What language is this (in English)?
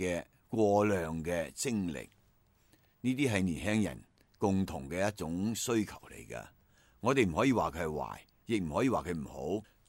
Cantonese